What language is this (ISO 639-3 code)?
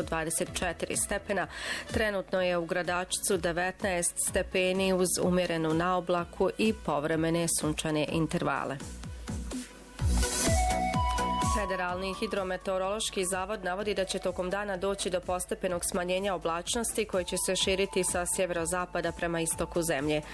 bos